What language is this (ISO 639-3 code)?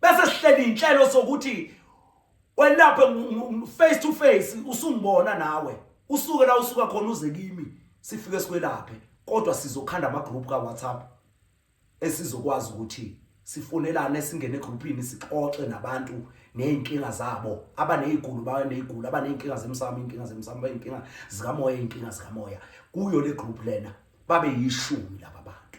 zul